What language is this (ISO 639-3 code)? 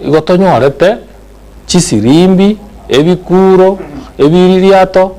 guz